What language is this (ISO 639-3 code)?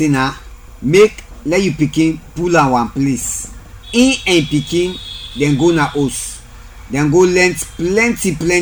kri